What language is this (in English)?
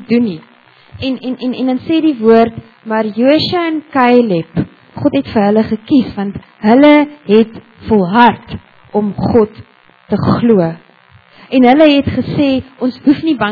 Afrikaans